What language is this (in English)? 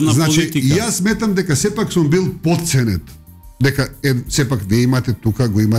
Macedonian